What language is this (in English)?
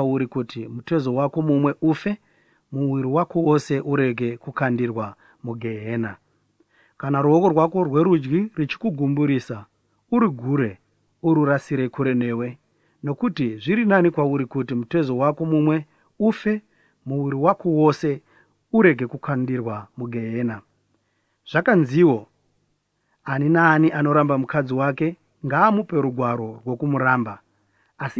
Shona